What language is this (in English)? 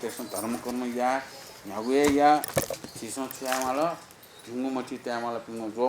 Newari